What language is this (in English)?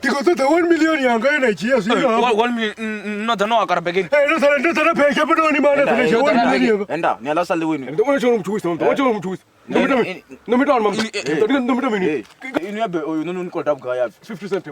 Venda